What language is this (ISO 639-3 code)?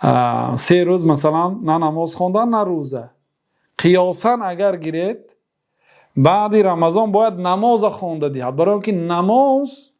fas